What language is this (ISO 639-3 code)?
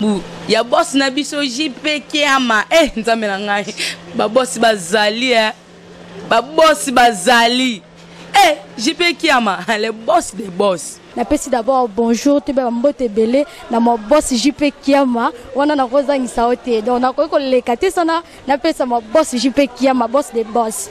lin